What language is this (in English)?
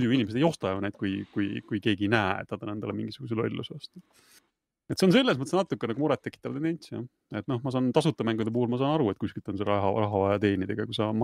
Estonian